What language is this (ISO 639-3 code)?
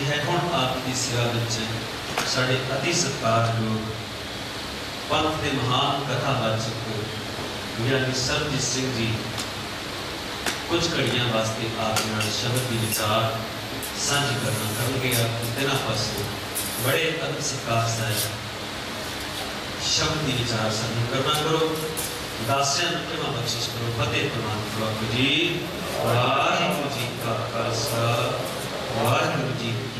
pan